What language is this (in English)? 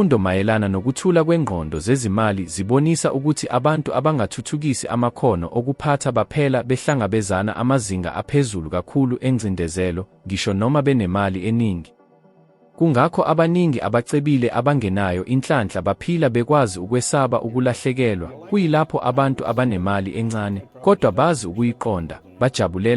Zulu